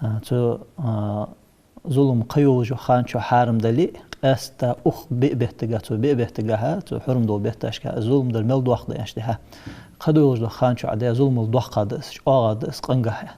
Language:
Ingush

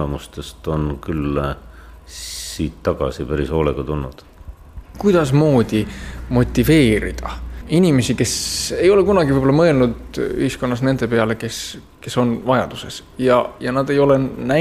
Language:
Estonian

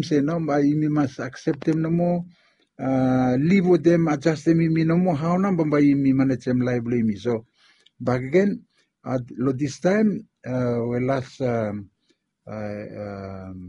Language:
Bislama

